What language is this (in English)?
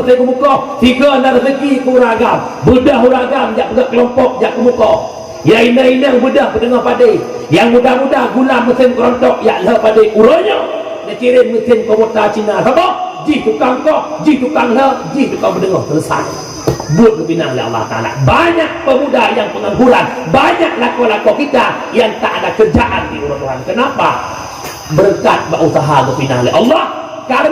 Achinese